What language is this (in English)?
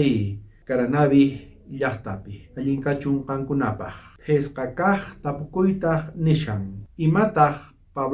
South Bolivian Quechua